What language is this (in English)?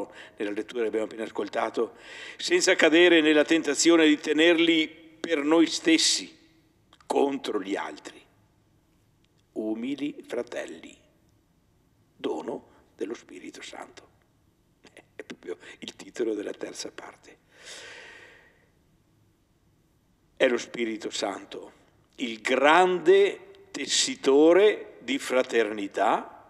Italian